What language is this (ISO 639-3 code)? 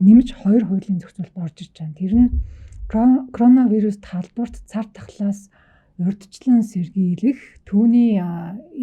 mon